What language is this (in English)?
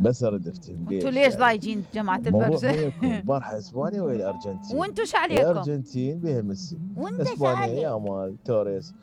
Mesopotamian Arabic